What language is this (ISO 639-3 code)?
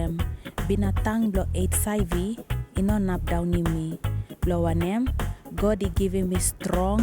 tpi